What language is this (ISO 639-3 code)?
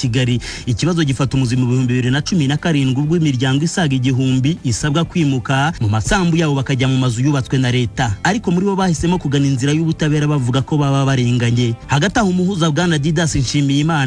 kin